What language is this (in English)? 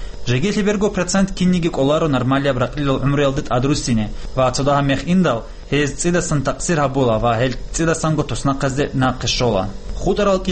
Avaric